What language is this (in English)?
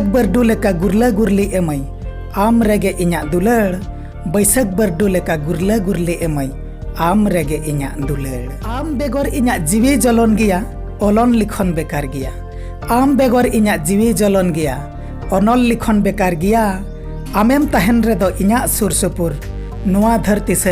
Santali